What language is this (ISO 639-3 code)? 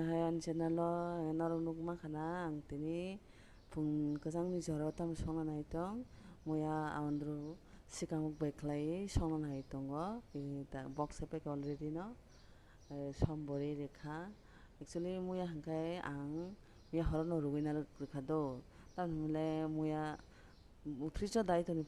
trp